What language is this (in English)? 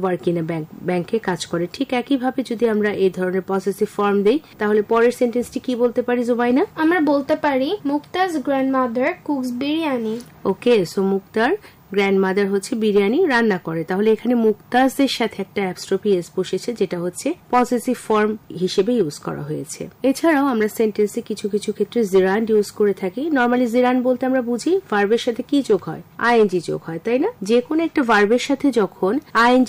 Bangla